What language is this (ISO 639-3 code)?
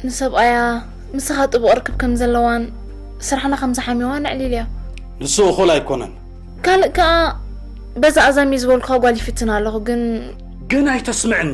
tir